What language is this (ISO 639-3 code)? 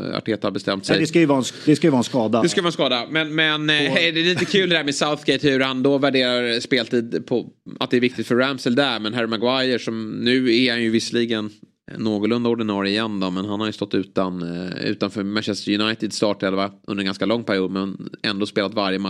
swe